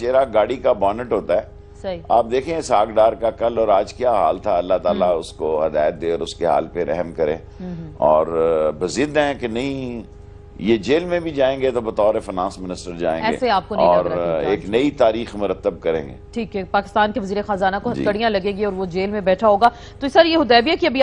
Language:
Urdu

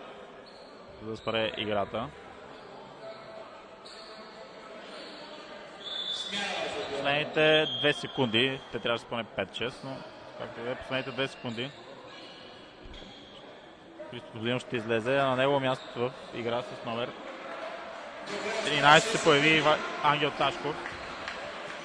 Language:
Bulgarian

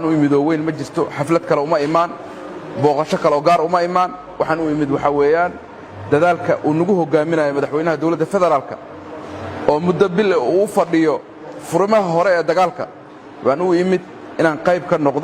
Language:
Somali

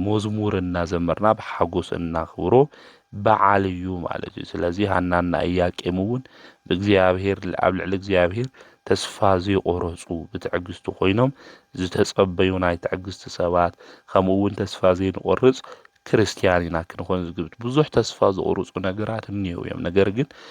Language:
Tigrinya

